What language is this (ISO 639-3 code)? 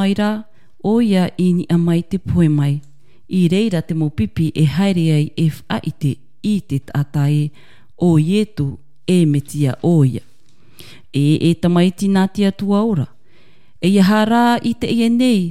tah